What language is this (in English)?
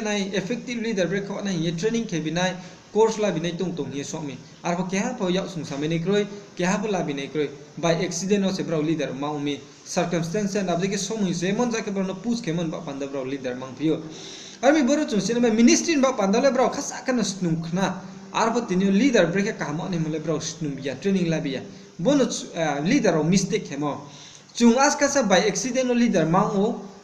Riang (India)